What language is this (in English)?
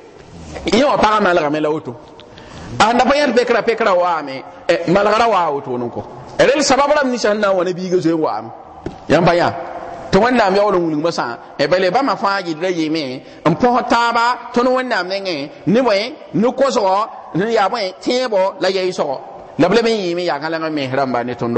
Mossi